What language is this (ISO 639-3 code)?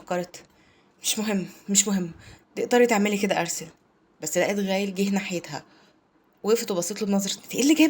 arz